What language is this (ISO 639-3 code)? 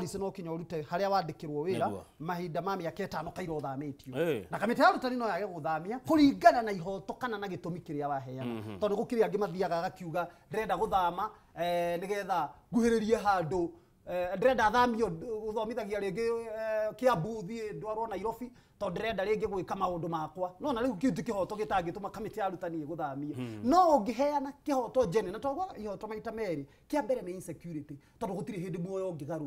kik